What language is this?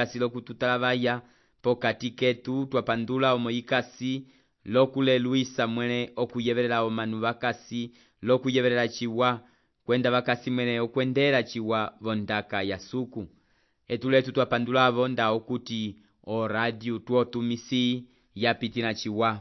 Umbundu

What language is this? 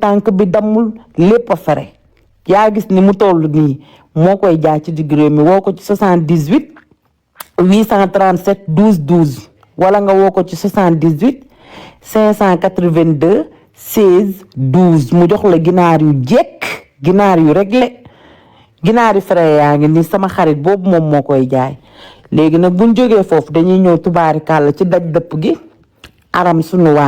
Wolof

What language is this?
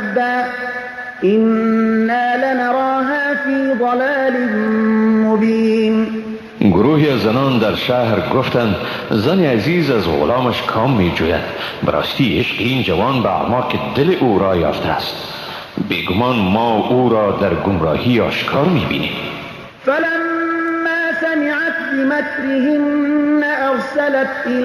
Persian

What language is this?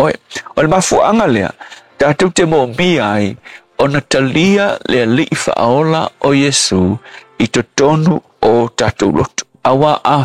Samoan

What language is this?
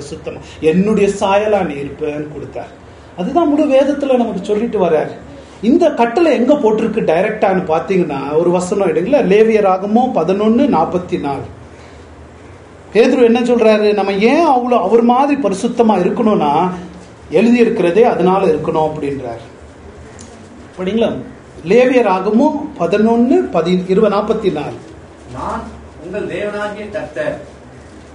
Tamil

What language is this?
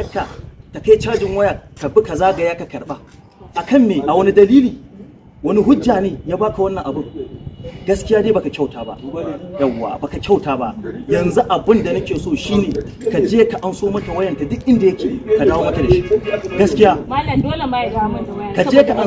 Hausa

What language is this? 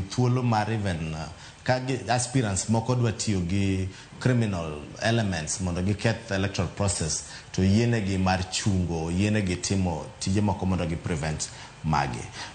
Luo (Kenya and Tanzania)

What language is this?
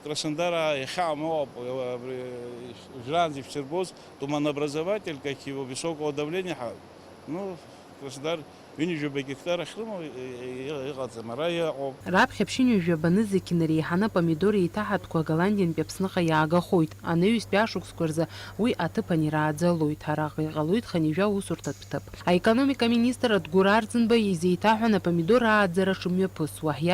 Abkhazian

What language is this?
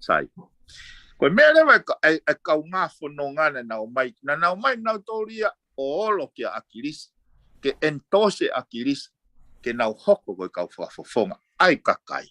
Tongan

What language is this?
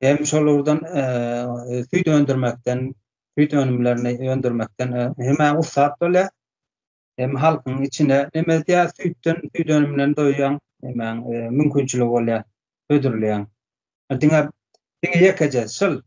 Turkmen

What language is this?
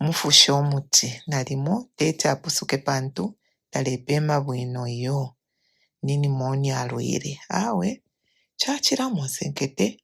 Bemba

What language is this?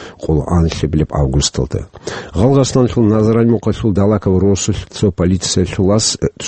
Avaric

